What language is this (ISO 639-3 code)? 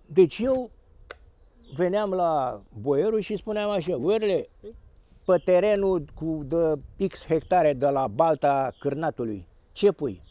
ron